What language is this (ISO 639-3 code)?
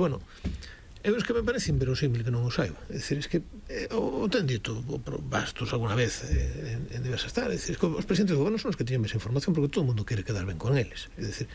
glg